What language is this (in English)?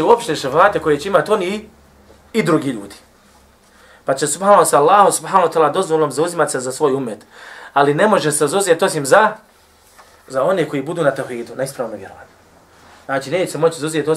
Bosnian